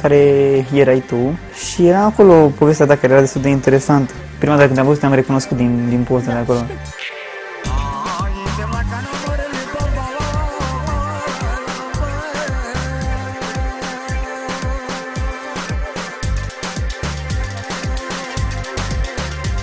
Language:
Romanian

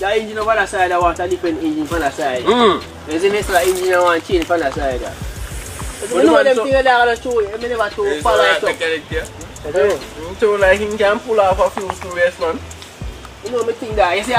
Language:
Jamaican Creole English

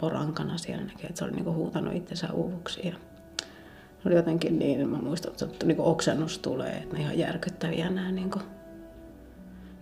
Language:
Finnish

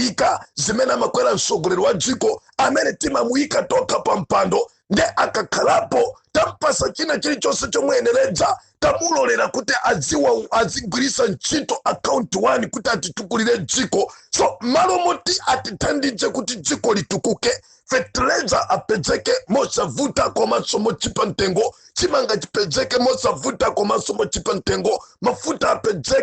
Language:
Nyanja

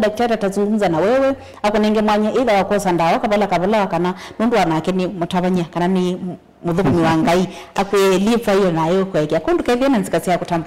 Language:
Kamba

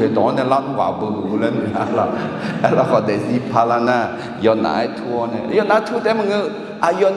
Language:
Akha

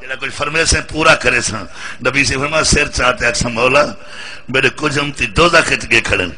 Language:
Saraiki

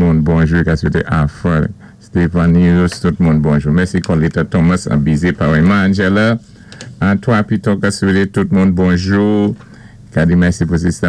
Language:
Saint Lucian Creole French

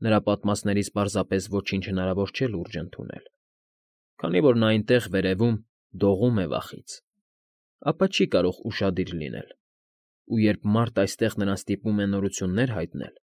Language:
Armenian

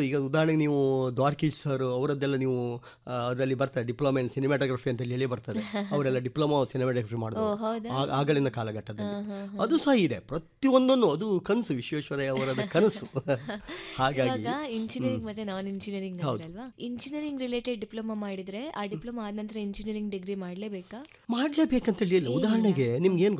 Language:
Kannada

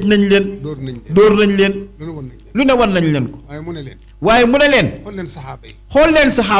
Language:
Wolof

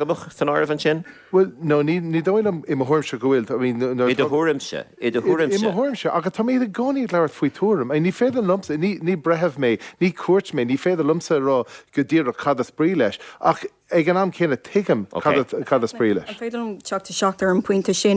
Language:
Irish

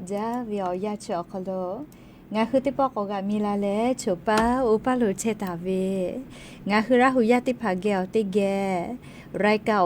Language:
Lahu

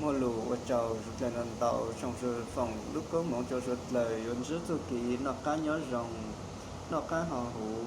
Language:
Hmong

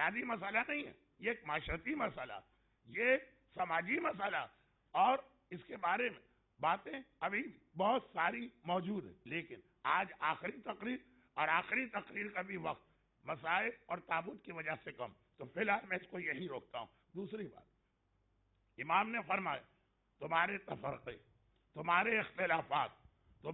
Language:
Urdu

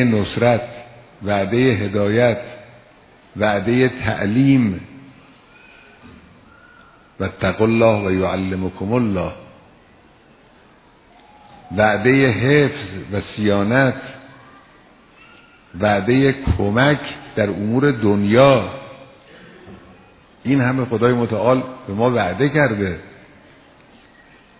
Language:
Persian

